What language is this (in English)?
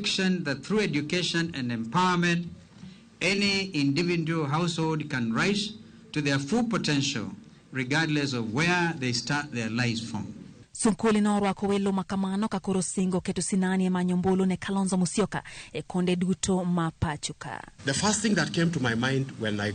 Luo (Kenya and Tanzania)